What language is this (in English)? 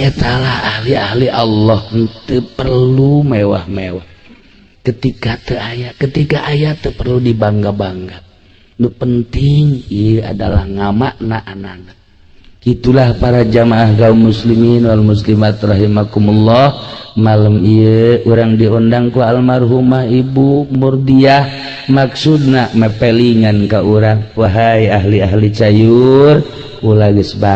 Sundanese